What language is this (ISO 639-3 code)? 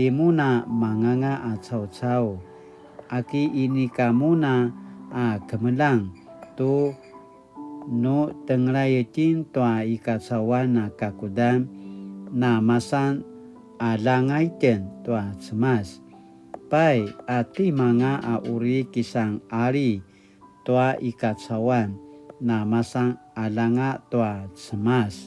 pwn